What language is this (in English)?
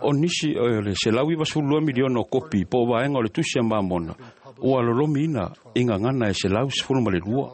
Samoan